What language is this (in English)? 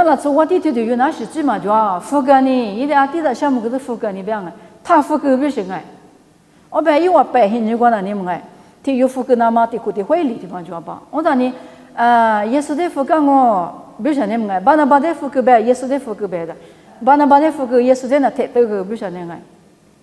Lisu